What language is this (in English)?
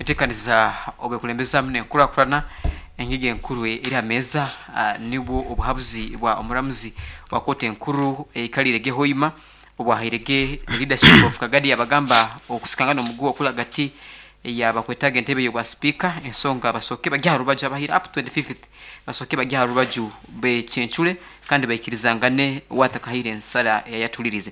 Nyankole